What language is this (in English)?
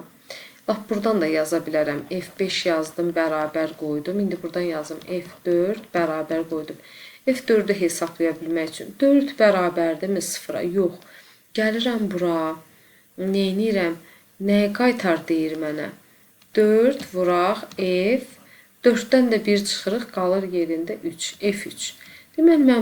Azerbaijani